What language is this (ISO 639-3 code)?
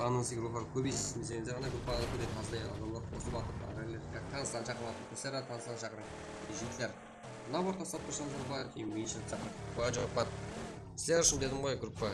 kaa